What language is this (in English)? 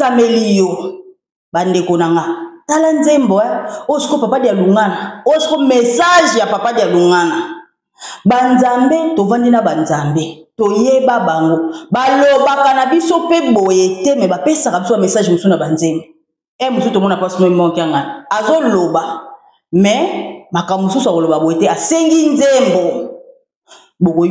Lingala